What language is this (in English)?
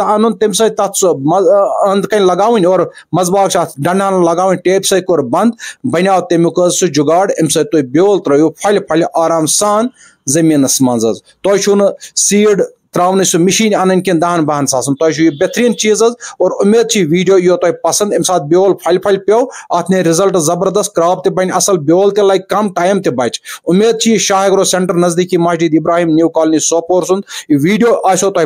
Kashmiri